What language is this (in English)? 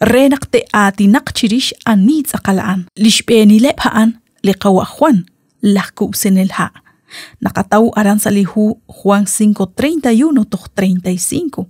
Kekchí